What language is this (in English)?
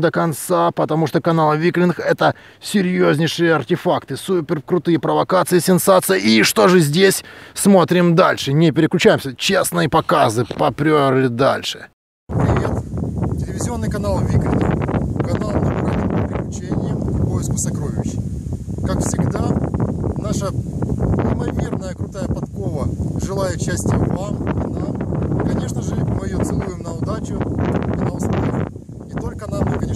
Russian